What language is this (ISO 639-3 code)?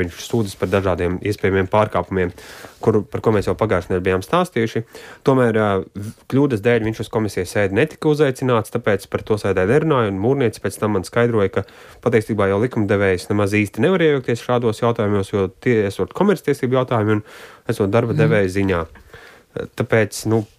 lav